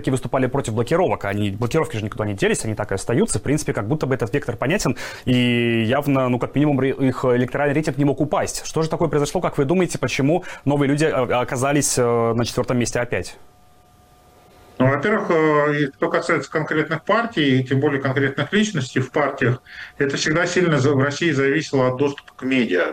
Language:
Russian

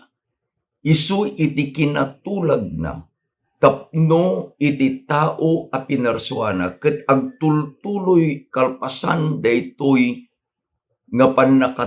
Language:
Iloko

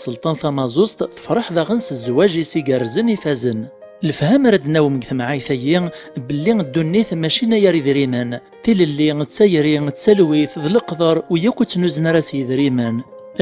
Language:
Kabyle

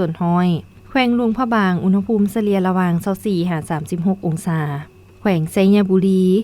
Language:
Lao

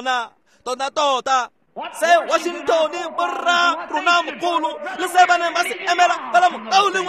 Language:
Tswana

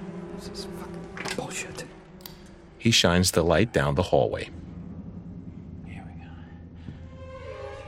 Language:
English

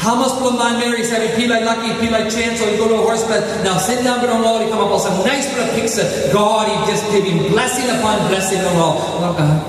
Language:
Tok Pisin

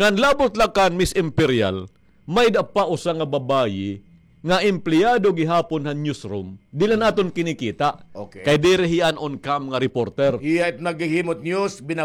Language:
Waray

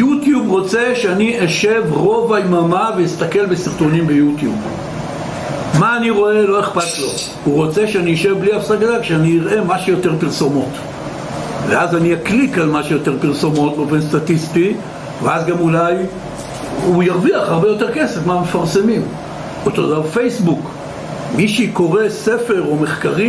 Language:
Hebrew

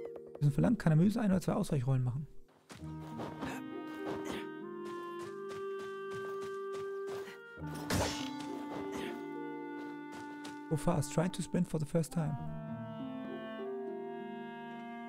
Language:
German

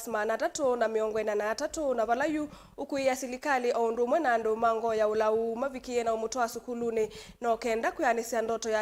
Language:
Kamba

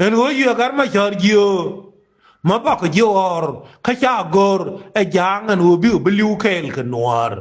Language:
Nuer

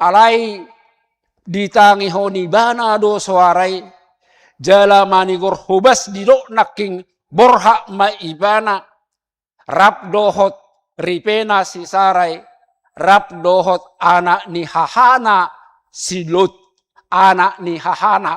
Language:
Batak Toba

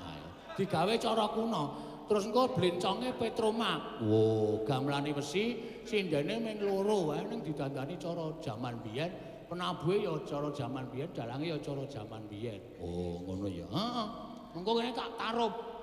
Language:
Javanese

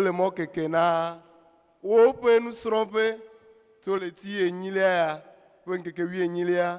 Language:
Ewe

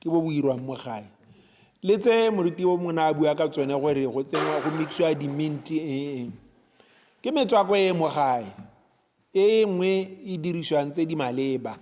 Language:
Tswana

